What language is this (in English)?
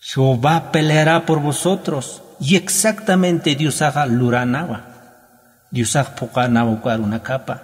Aymara